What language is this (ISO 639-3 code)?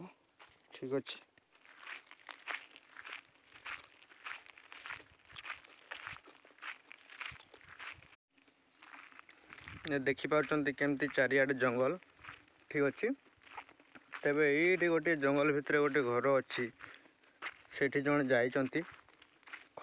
ori